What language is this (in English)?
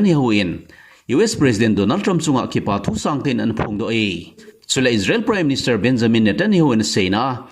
Thado Chin